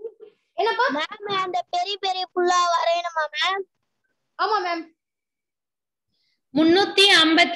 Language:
Tamil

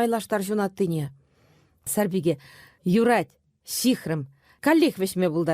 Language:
Chuvash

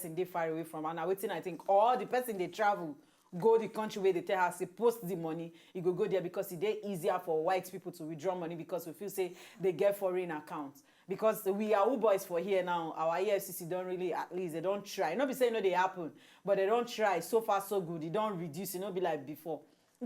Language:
Nigerian Pidgin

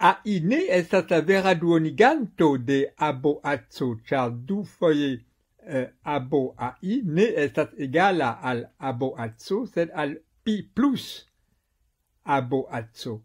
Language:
Esperanto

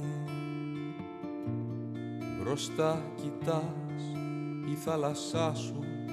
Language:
Greek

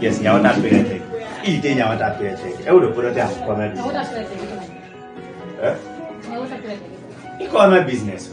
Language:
Kumam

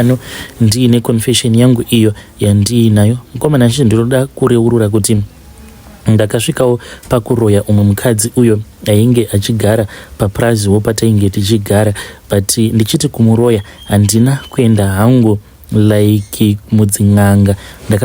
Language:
Shona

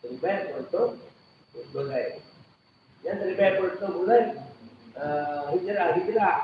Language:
Achinese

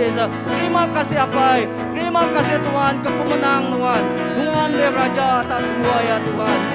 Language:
Iban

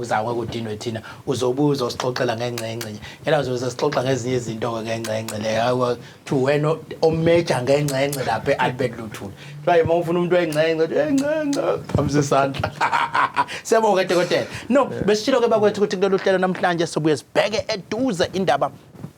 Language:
Zulu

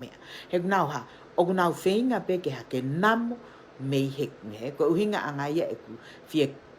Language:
Tongan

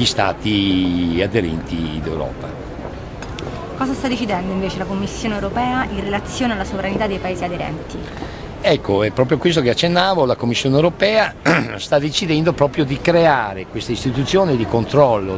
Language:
Italian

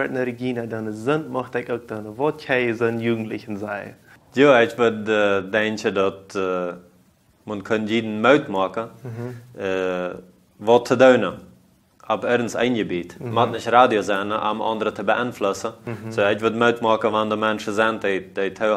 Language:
Plautdietsch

